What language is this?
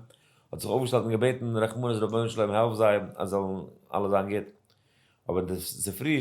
Yiddish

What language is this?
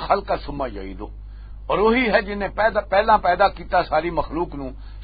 Western Panjabi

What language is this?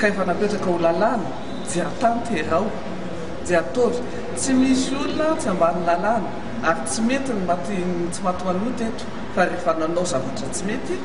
Malagasy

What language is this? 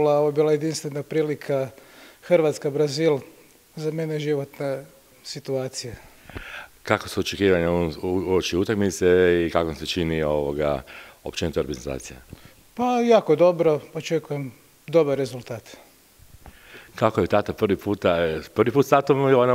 Croatian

